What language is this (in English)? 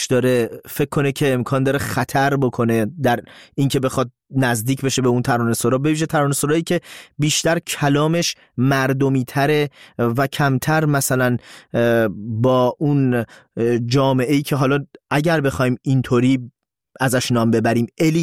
Persian